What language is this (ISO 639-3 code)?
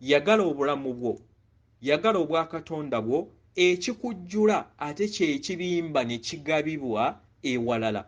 lug